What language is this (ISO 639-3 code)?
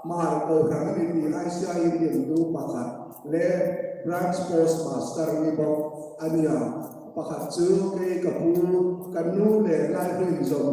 hmr